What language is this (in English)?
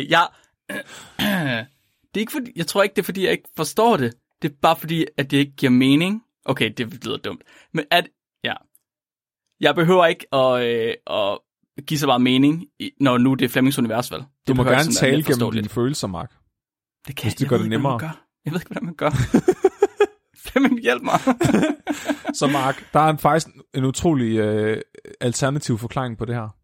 Danish